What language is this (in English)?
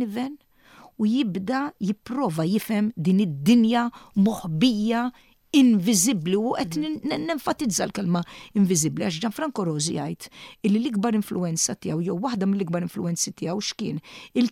Maltese